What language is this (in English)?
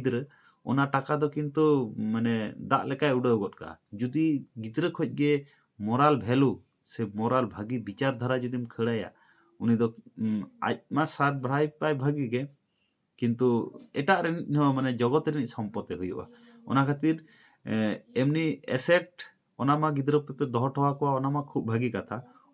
Santali